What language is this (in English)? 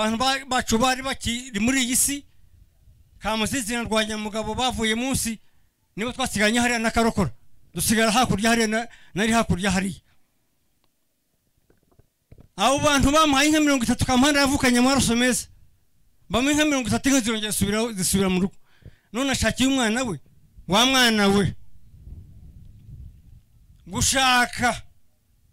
Kinyarwanda